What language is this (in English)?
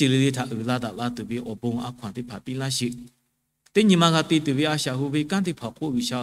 Lahu